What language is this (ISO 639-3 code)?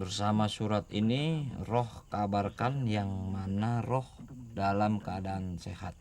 bew